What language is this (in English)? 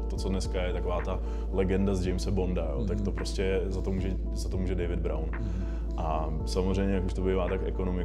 Czech